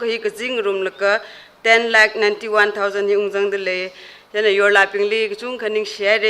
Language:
Tangkhul Naga (India)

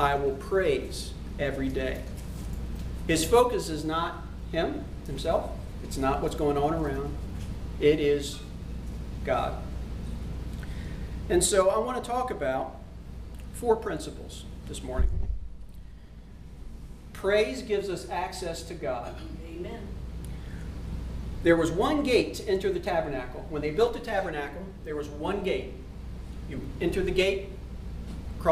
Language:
English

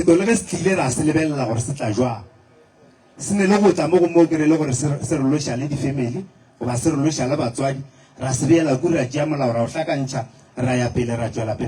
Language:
Northern Sotho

